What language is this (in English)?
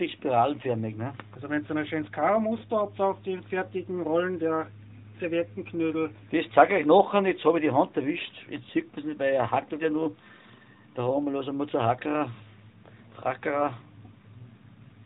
German